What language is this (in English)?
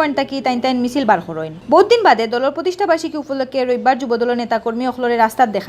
Sylheti